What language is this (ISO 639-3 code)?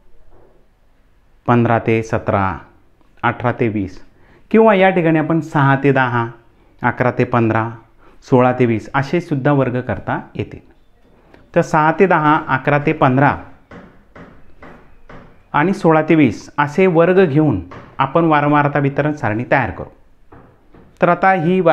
mar